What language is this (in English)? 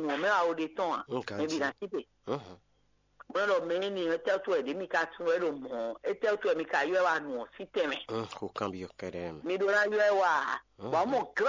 Fon